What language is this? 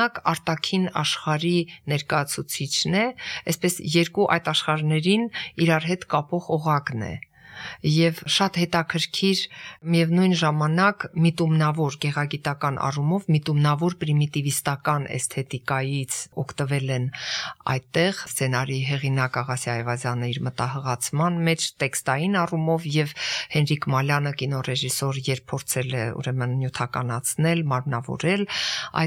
Armenian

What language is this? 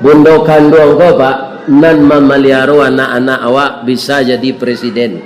Minangkabau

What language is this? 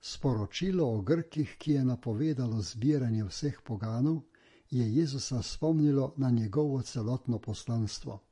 Slovenian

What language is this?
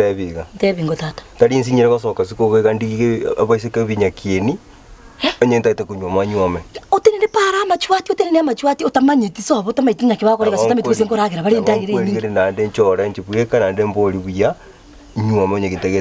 Gusii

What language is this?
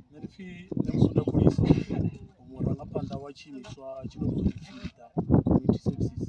Venda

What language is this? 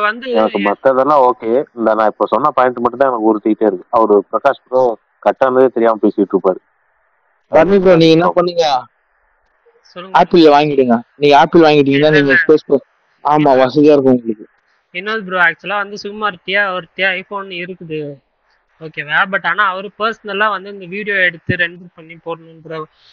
Tamil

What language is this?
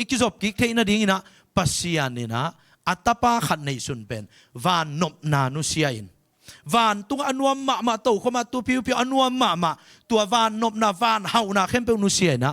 Tedim Chin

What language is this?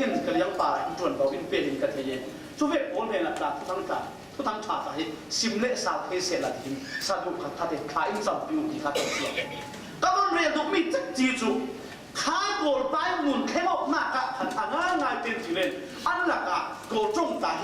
Falam Chin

